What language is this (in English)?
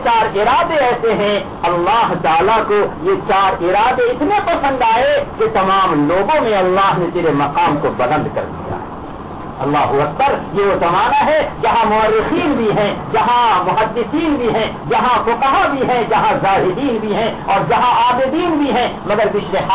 Urdu